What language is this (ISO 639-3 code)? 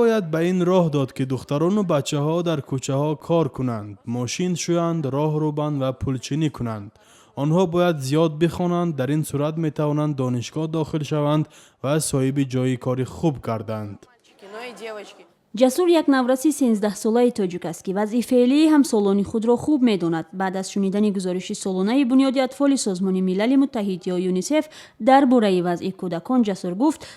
tgk